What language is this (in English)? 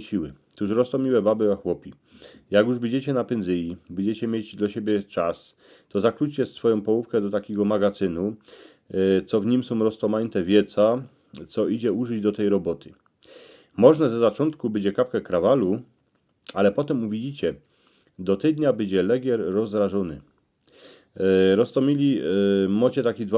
Silesian